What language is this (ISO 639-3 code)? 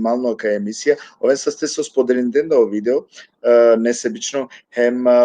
rmn